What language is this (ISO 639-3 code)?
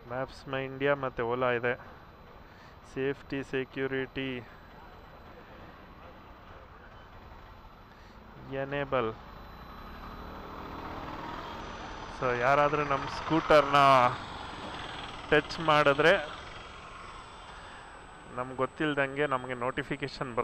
kan